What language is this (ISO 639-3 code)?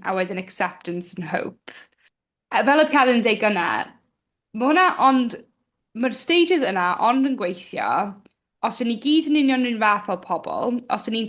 cym